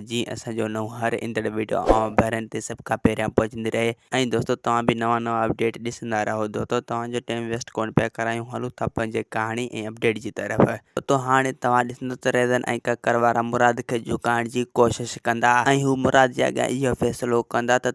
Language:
Sindhi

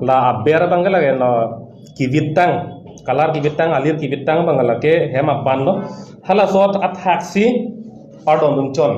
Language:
Karbi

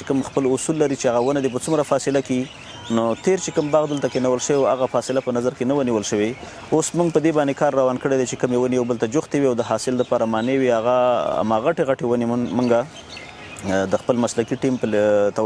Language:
Pashto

